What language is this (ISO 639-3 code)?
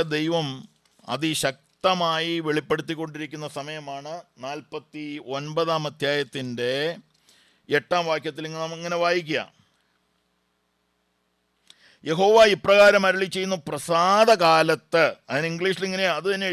mal